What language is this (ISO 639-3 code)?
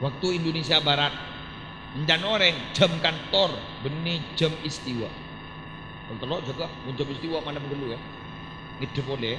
mad